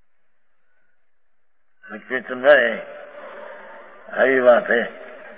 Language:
Hindi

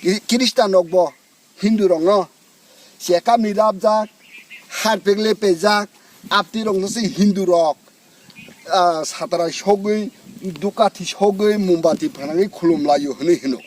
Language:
Kok Borok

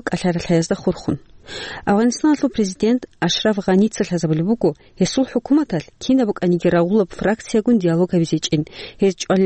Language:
Avaric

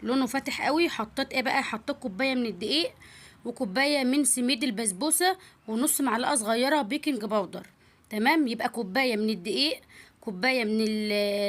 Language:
Egyptian Arabic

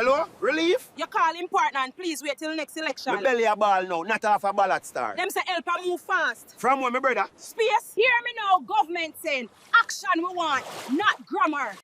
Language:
Jamaican Creole English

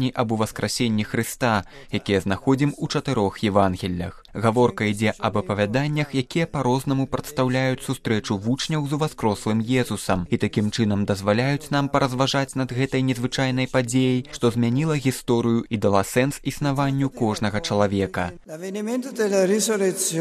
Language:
Belarusian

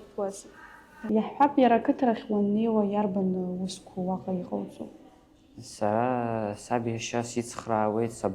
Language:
Abkhazian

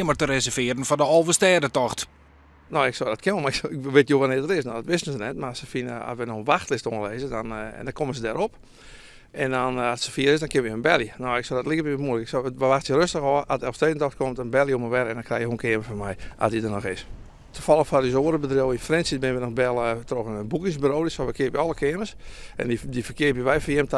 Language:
Western Frisian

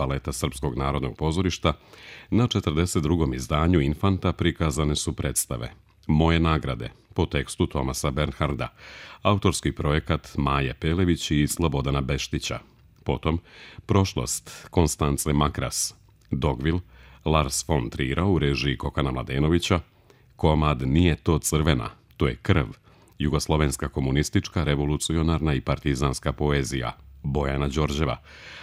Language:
Serbian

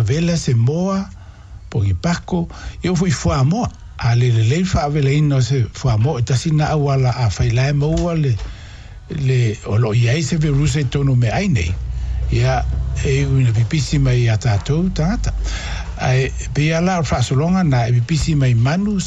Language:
Samoan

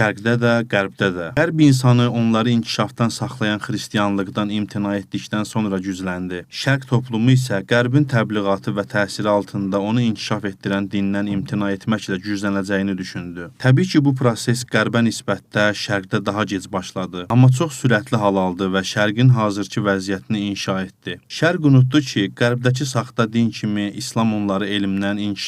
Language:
Azerbaijani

